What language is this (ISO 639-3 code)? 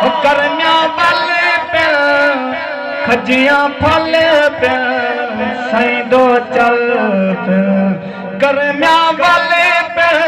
skr